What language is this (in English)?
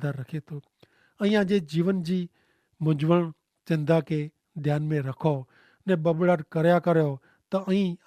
Kachhi